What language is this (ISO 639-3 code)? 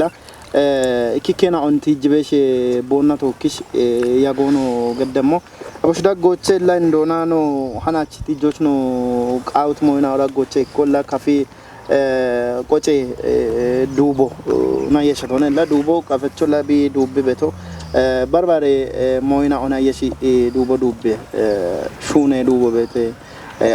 kbr